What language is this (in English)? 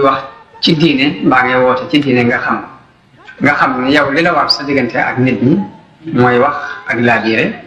Wolof